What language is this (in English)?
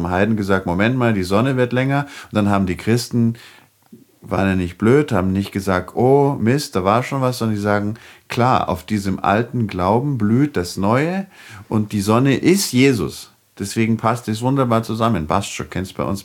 German